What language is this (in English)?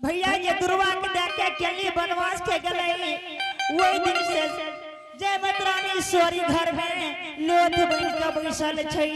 Angika